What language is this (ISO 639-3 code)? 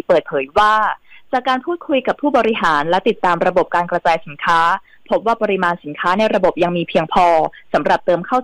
tha